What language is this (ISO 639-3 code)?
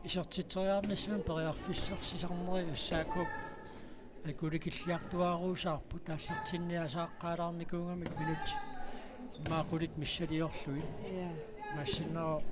kal